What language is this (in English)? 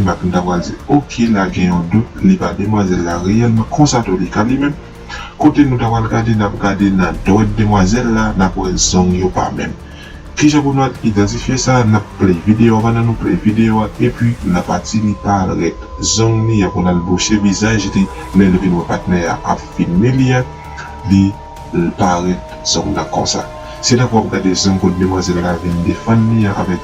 Haitian Creole